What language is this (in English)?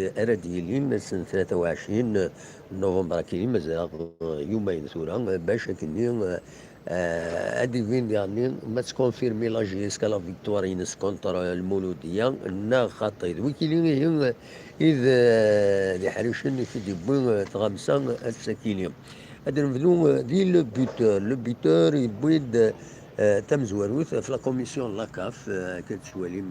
Kabyle